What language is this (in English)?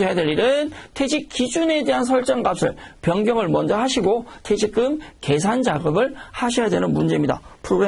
Korean